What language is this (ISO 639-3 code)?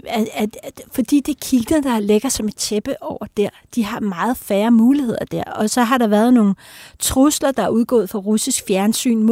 dan